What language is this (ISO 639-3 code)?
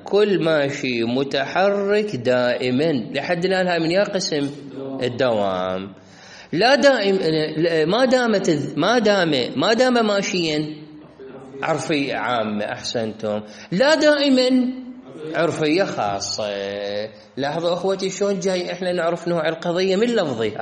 acm